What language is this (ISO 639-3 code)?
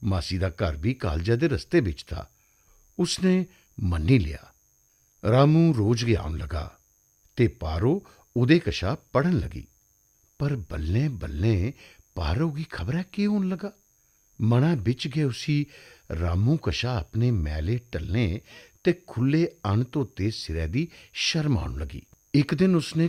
doi